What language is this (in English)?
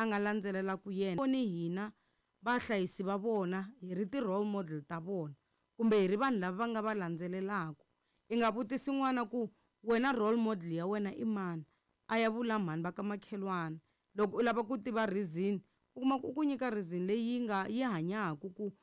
Tsonga